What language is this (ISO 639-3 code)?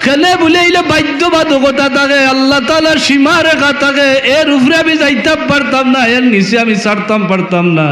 syl